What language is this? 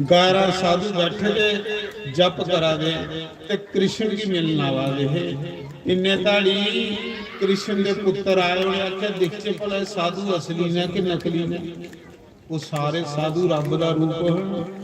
Dogri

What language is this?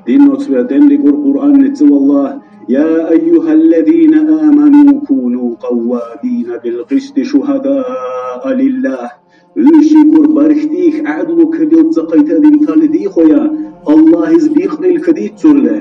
Dargwa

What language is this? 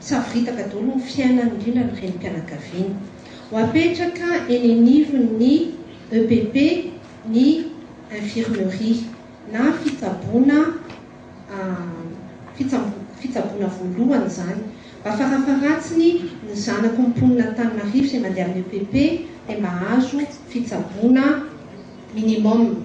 Malagasy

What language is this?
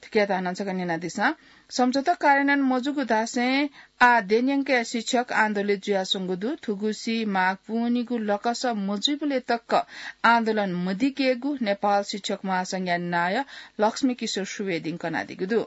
Newari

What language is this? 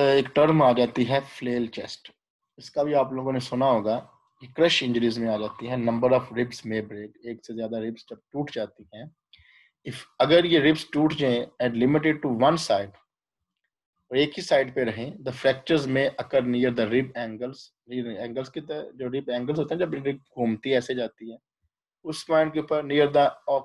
Hindi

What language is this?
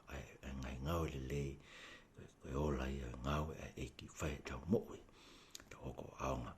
Tongan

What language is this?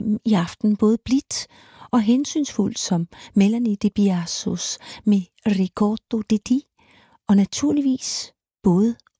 Danish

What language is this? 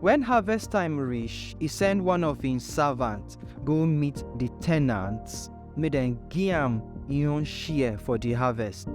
Nigerian Pidgin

